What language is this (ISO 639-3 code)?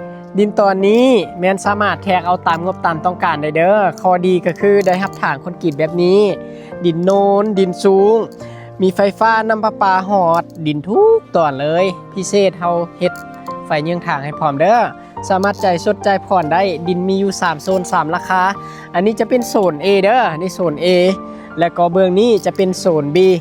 lao